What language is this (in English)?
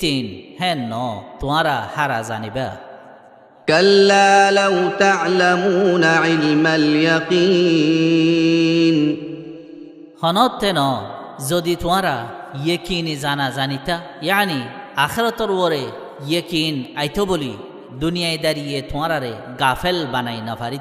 Rohingya